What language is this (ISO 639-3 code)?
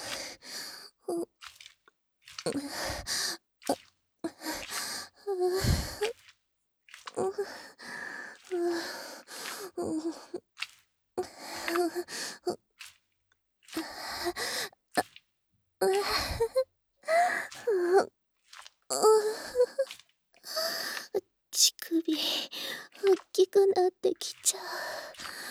jpn